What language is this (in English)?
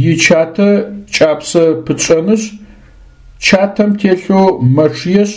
Adyghe